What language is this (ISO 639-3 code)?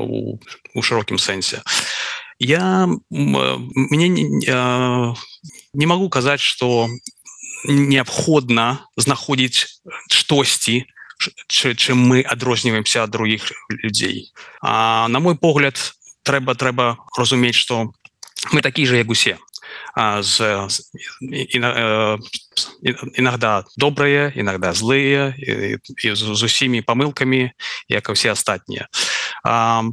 bel